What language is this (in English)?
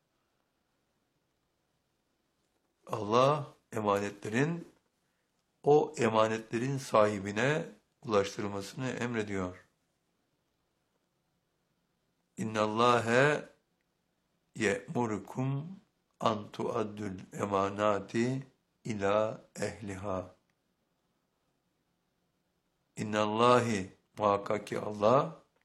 Turkish